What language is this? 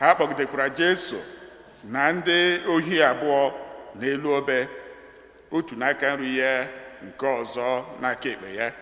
Igbo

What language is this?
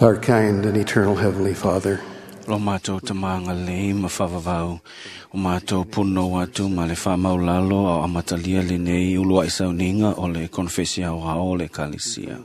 Samoan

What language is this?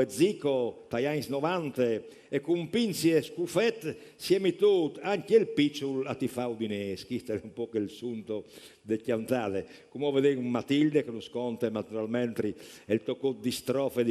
Friulian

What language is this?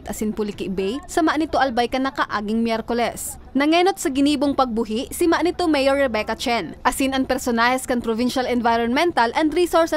Bikol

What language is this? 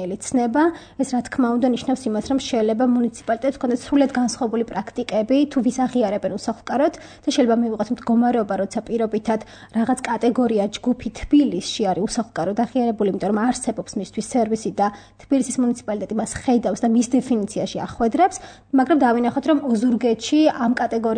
Georgian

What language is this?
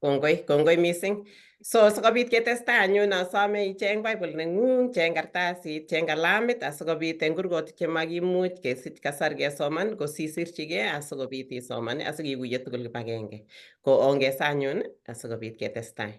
Kalenjin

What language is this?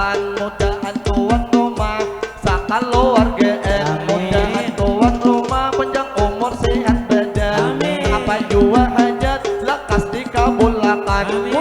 Banjar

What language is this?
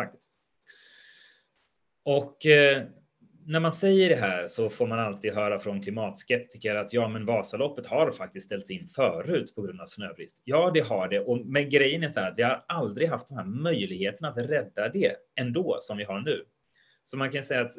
Swedish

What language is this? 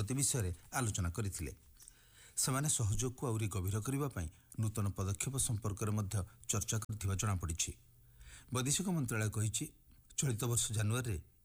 Odia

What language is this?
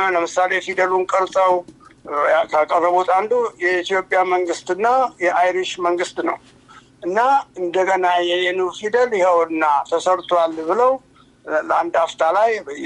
Amharic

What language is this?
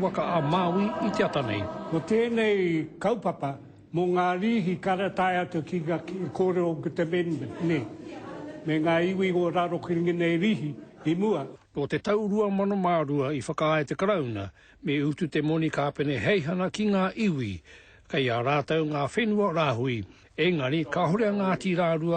Māori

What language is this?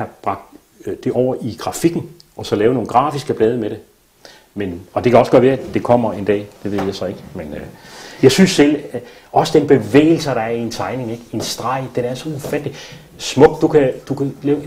Danish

